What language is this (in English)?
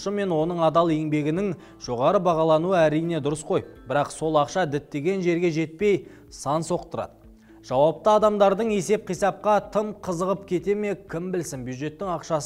Kazakh